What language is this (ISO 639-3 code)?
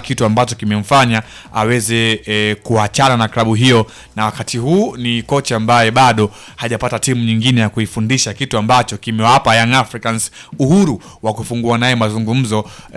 swa